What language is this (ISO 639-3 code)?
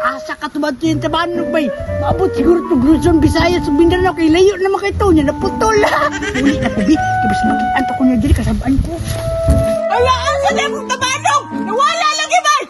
ceb